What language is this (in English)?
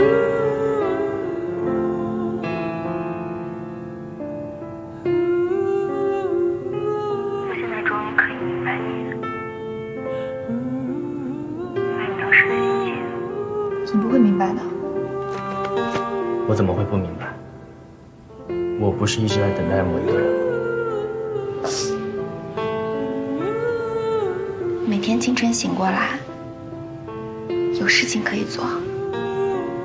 Chinese